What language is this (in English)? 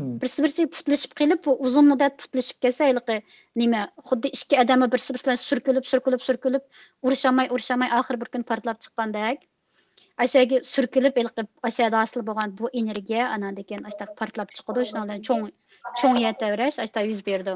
Uyghur